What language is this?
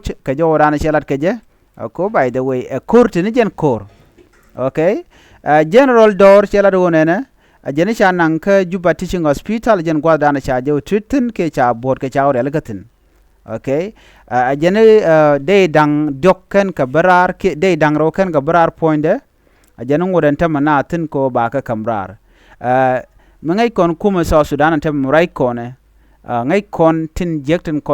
Nuer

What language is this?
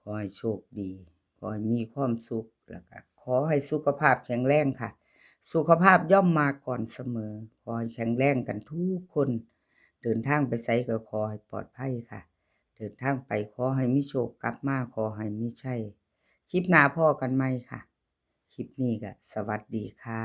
Northeastern Thai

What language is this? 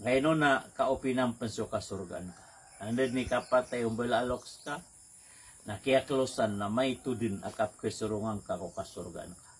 Maranao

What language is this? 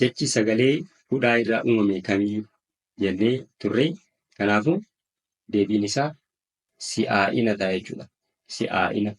Oromo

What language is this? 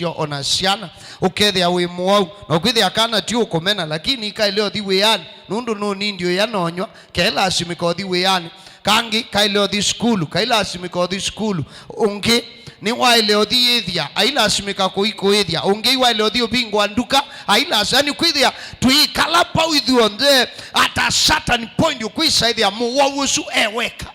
Kamba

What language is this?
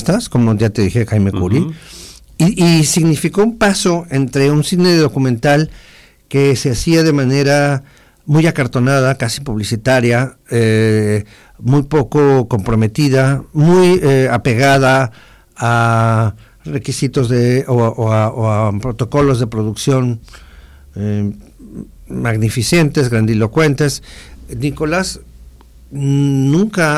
Spanish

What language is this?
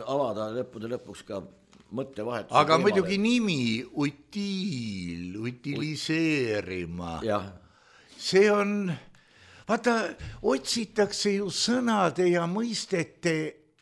Estonian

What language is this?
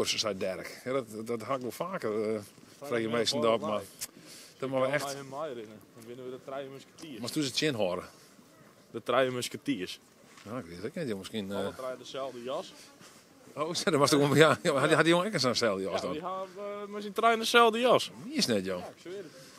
Western Frisian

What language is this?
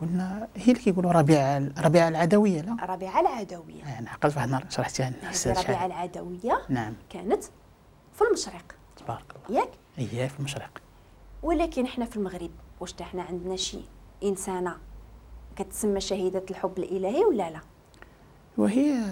Moroccan Arabic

